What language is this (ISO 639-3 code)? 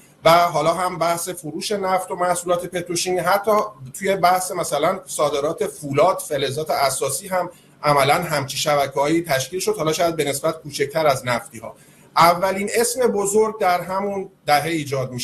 fas